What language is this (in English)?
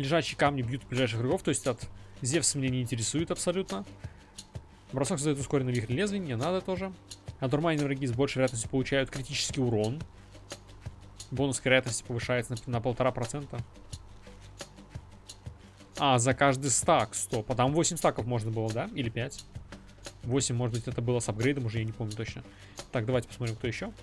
Russian